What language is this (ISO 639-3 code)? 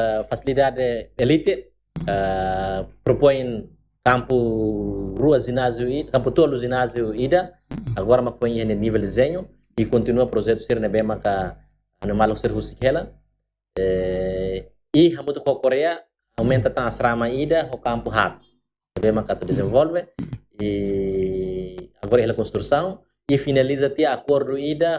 tet